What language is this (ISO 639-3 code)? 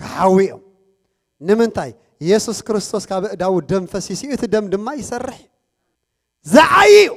tir